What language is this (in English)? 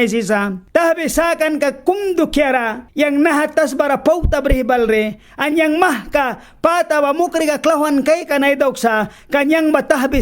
Mískito